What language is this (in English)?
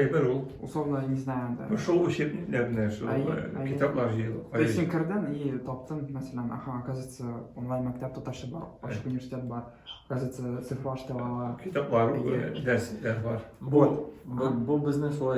Tatar